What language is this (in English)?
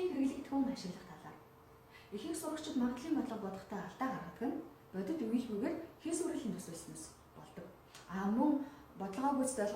Mongolian